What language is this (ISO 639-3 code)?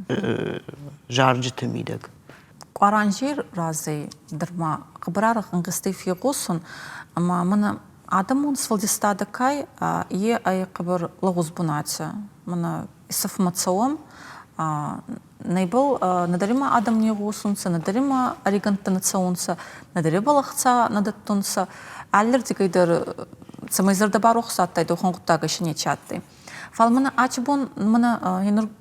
oss